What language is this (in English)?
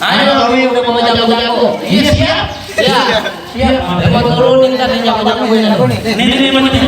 Betawi